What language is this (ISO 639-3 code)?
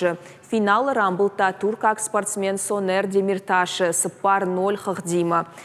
oss